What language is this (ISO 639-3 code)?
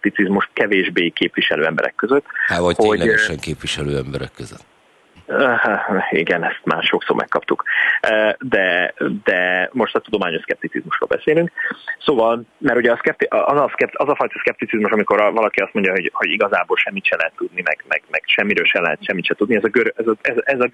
hun